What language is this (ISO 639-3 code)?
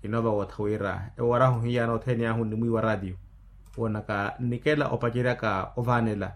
vmw